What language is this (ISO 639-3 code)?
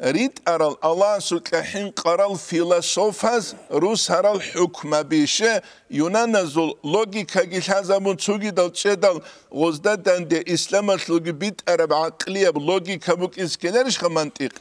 ava